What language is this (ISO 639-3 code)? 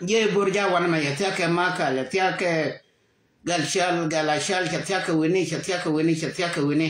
nus